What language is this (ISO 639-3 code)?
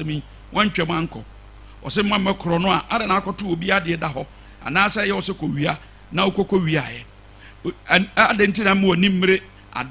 aka